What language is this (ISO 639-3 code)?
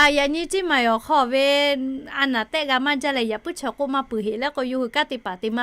lhu